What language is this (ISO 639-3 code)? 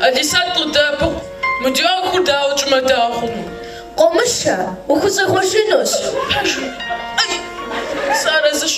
kbd